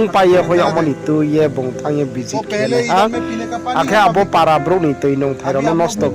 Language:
Riang (India)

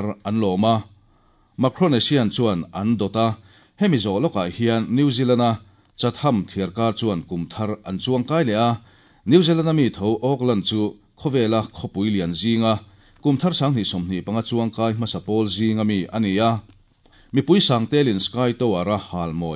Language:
Mizo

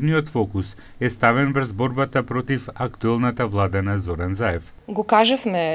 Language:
Macedonian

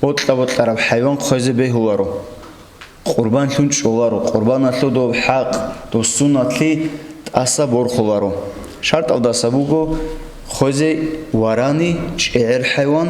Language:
Avaric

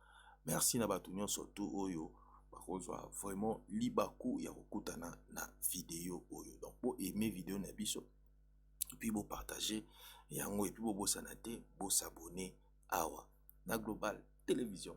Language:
Lingala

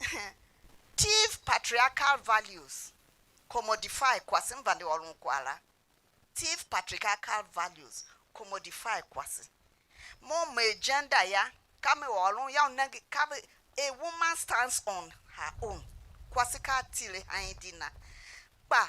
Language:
Tiv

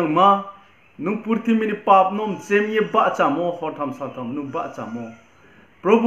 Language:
Riang (India)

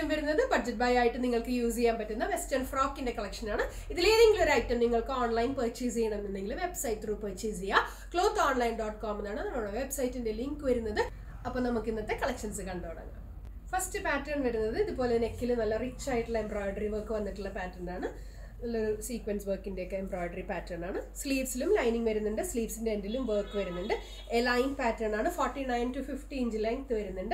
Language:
Malayalam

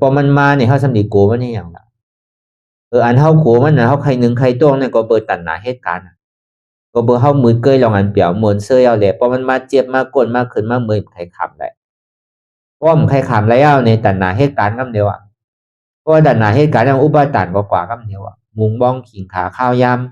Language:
Shan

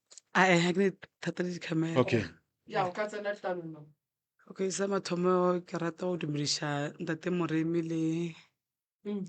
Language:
Northern Sotho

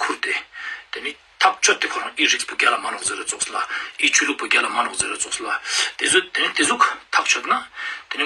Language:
Ladakhi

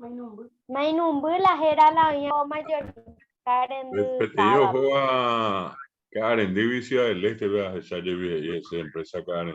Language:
Guarani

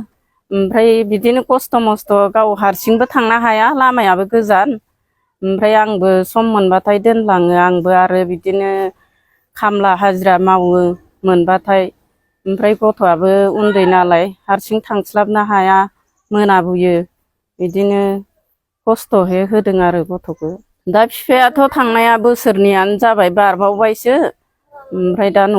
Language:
Bodo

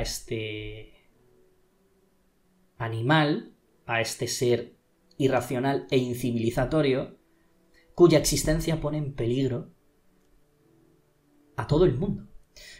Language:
Spanish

